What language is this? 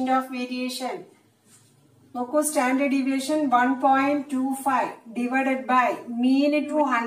Malayalam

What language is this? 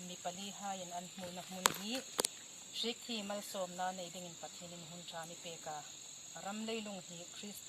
Hmar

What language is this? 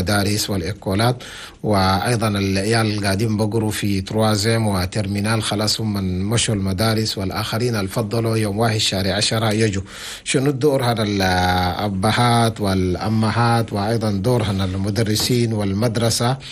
Chadian Arabic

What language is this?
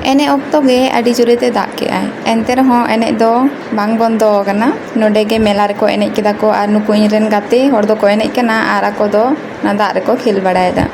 Santali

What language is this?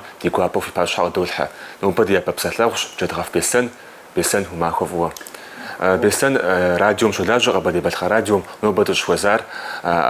Kabardian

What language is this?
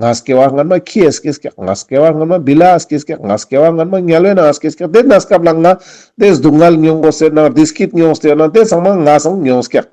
Ladakhi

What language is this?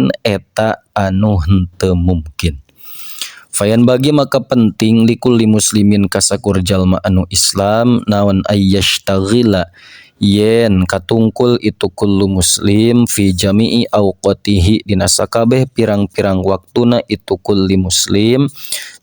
Sundanese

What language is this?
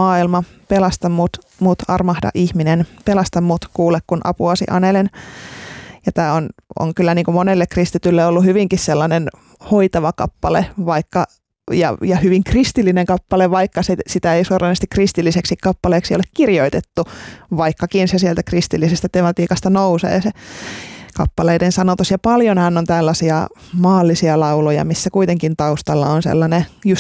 Finnish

